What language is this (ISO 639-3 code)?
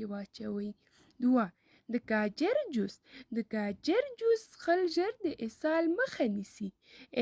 pus